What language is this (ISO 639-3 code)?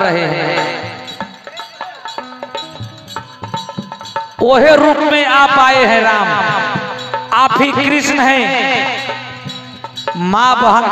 bho